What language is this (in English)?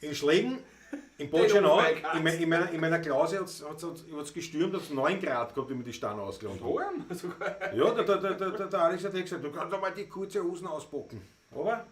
Bavarian